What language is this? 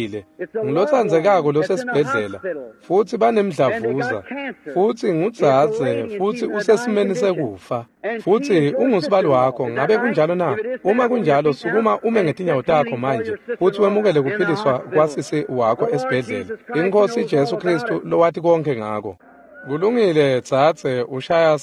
Swati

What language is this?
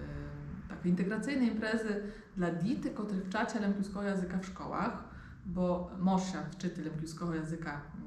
Rusyn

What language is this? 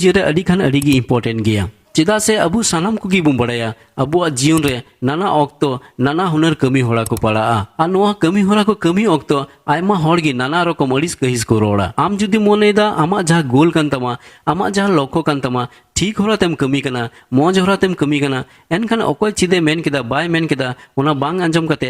Santali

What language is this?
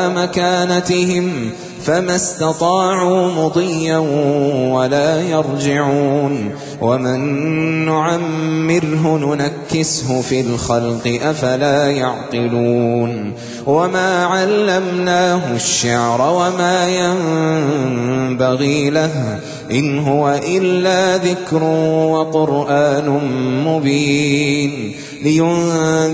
Arabic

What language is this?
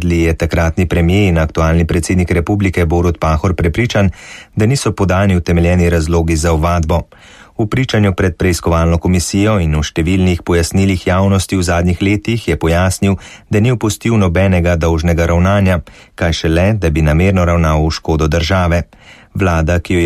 Slovenian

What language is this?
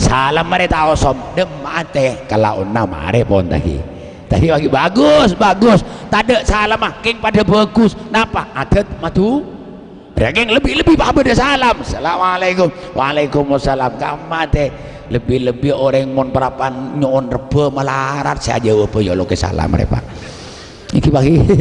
Madurese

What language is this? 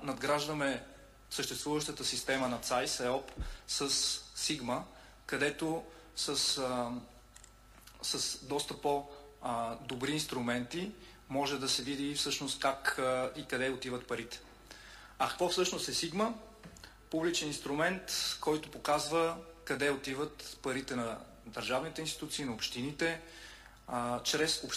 Bulgarian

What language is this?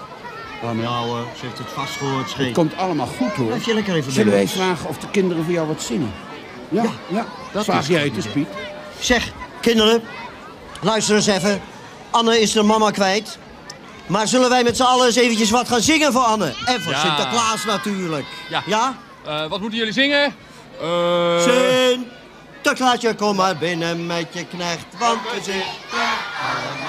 Dutch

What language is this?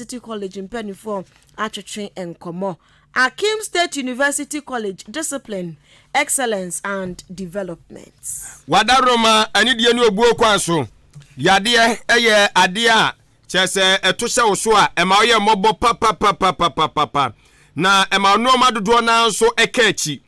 Akan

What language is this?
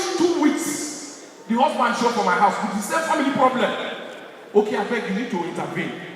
Nigerian Pidgin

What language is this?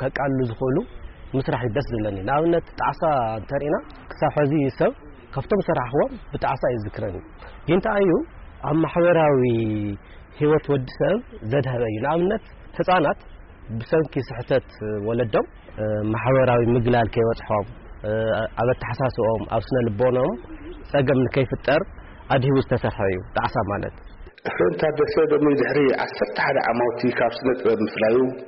Tigrinya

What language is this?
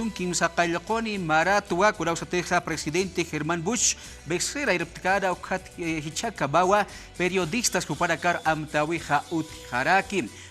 Aymara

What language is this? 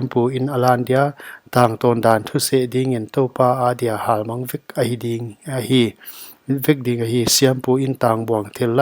Paite Chin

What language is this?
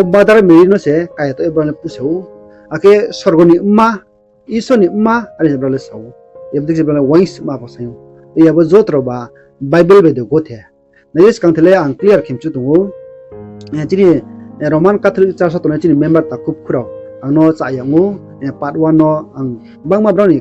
Riang (India)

